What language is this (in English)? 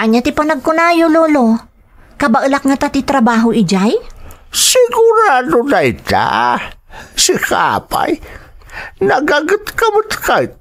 Iloko